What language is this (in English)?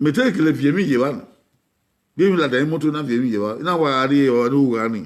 Bini